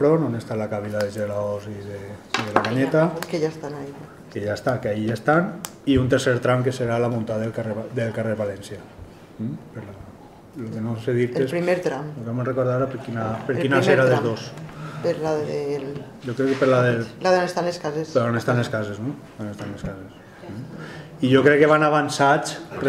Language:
Catalan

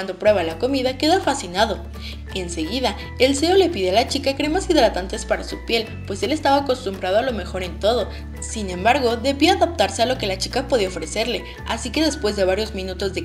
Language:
Spanish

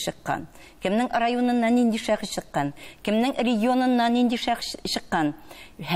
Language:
Tatar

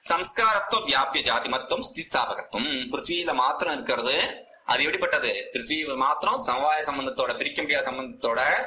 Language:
Tamil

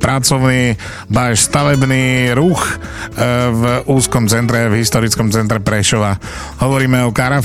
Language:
Slovak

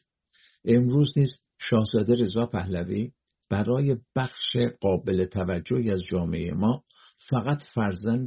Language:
Persian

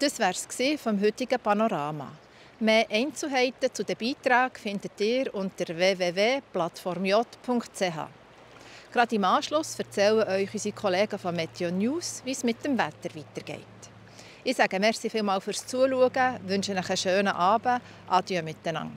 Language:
Swiss German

